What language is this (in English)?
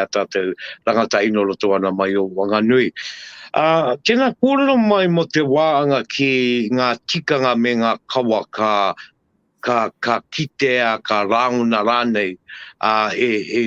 Māori